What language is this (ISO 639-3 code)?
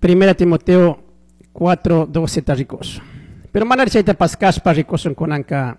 qug